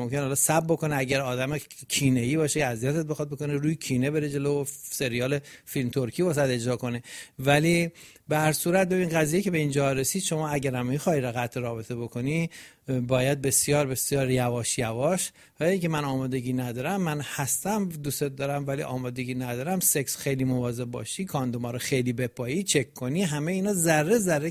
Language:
Persian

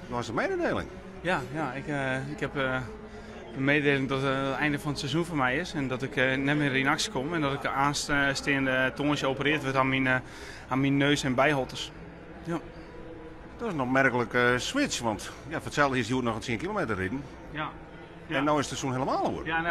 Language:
Western Frisian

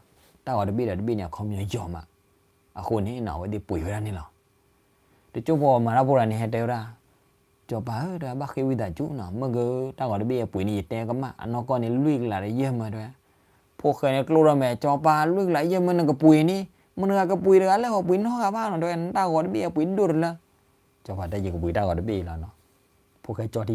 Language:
S'gaw Karen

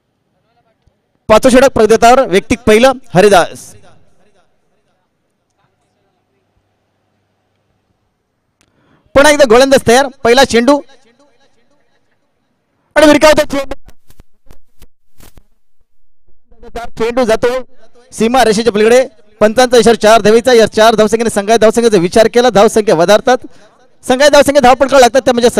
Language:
Marathi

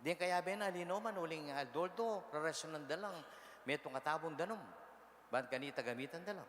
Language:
Pampanga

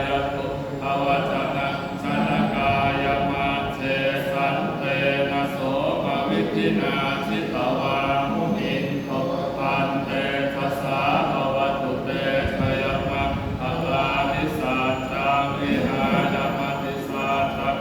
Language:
Pali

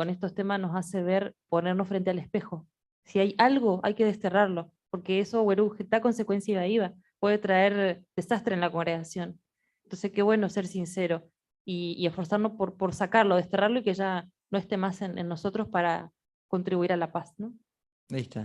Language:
Guarani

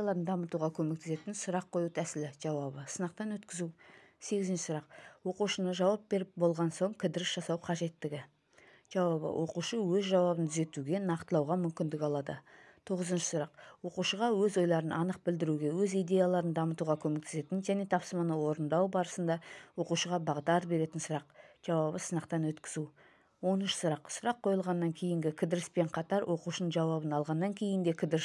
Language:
Kazakh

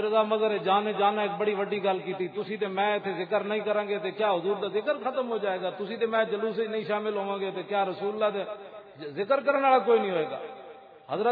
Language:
Western Panjabi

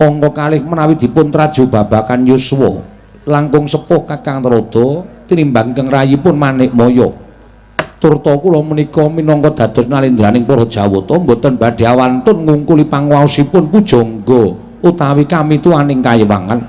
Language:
Javanese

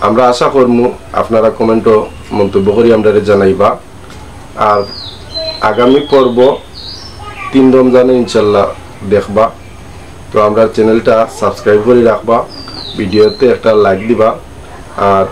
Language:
Sylheti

